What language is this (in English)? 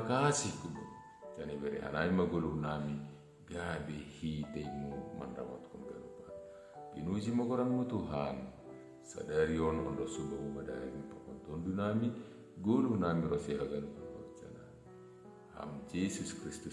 Batak Simalungun